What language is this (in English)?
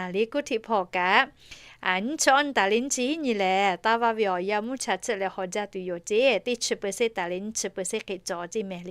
Lahu